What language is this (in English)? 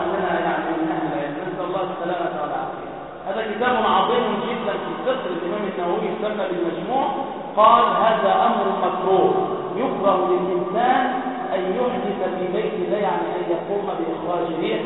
Arabic